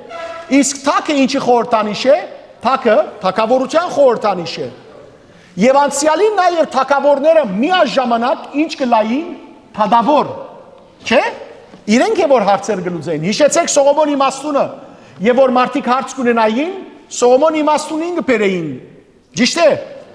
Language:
Western Armenian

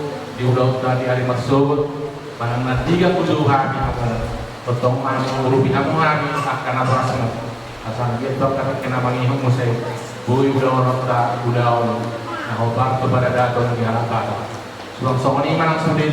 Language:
Batak Toba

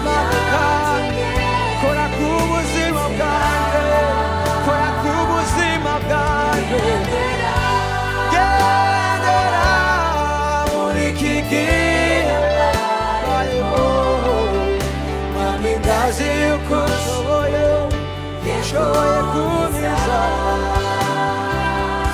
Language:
Rundi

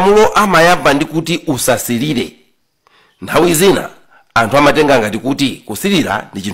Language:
Nyanja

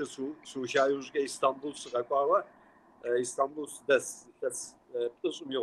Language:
Kabardian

